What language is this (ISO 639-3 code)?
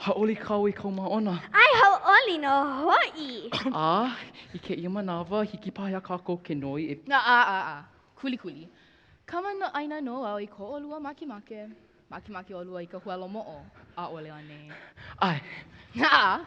haw